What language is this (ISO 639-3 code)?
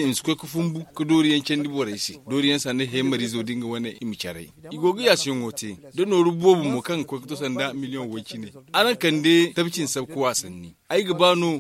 dje